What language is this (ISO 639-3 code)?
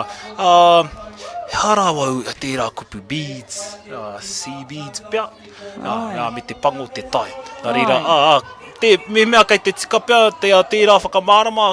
mri